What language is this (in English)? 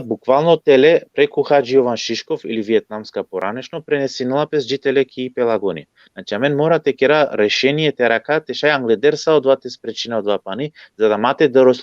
Balkan Romani